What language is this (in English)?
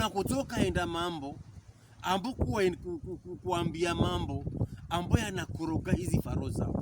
Pokomo